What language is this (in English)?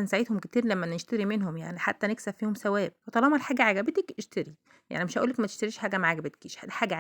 Egyptian Arabic